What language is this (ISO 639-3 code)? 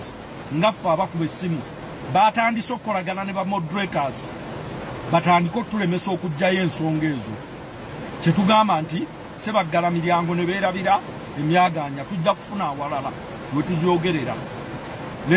lug